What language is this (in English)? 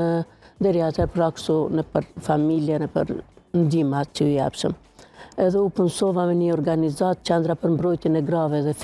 Albanian